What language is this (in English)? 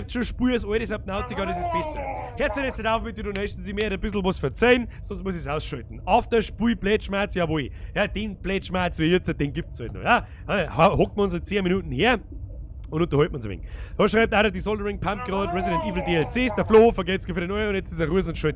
Bavarian